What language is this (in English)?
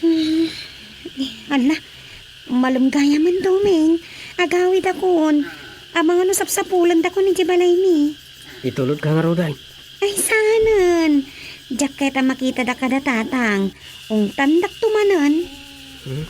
Iloko